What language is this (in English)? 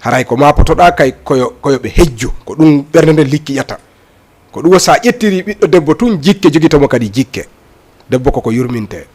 Fula